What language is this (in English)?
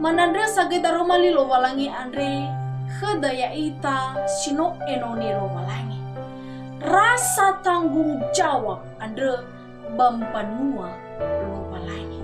Nias